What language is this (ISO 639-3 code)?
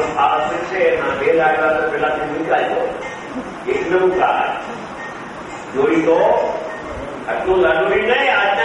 guj